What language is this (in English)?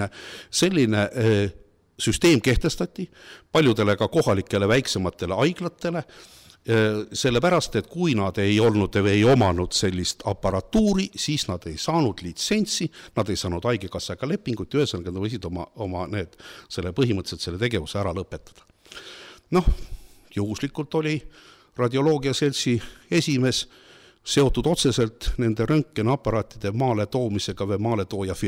Estonian